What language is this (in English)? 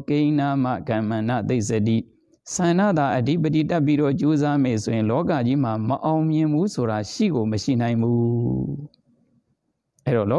Burmese